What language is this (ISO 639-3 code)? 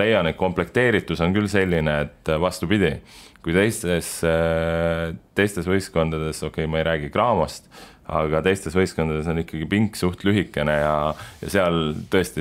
est